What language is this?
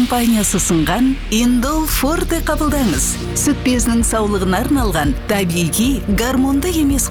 Kazakh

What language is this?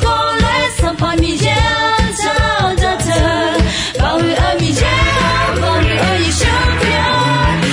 Akha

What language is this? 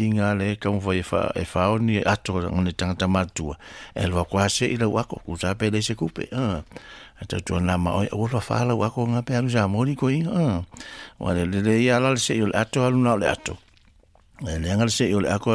Samoan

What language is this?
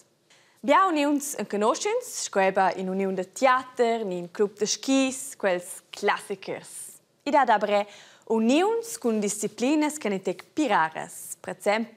Romansh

